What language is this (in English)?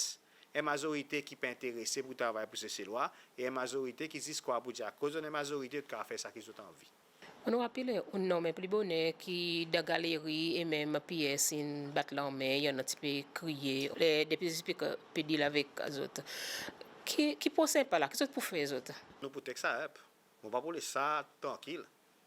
Seselwa Creole French